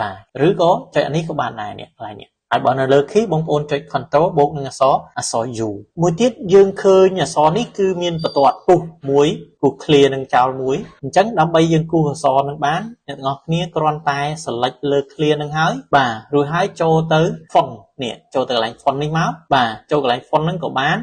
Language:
Khmer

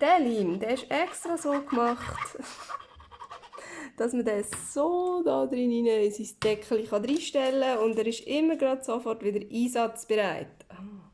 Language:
Swiss German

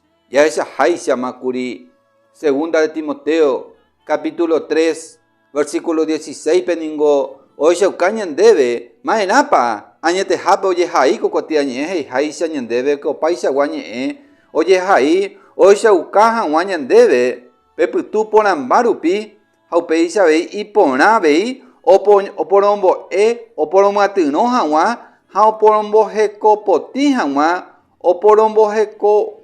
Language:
Guarani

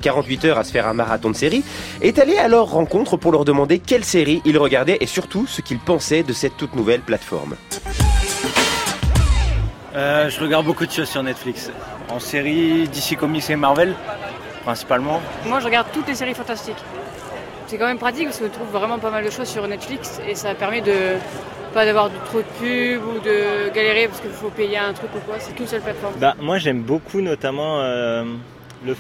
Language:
French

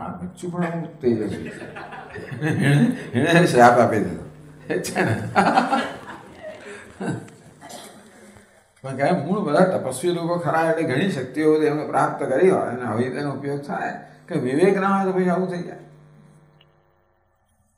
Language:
Gujarati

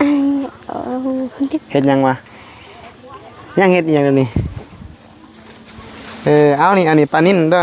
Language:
Northeastern Thai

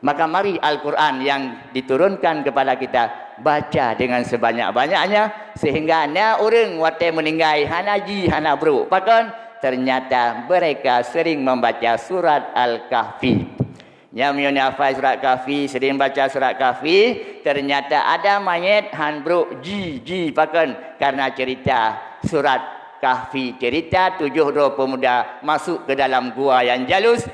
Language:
Achinese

